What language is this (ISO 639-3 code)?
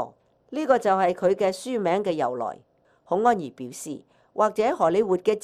yue